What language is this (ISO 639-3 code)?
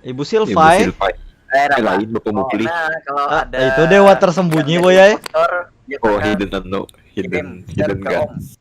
bjn